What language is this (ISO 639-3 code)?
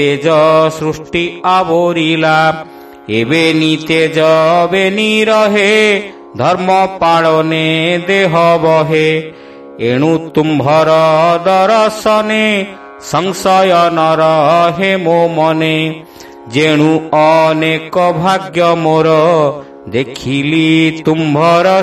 ori